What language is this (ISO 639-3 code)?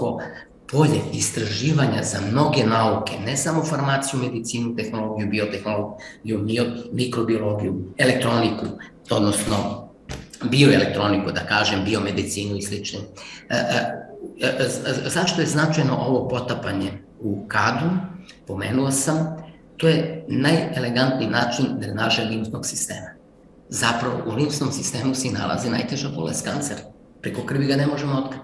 srp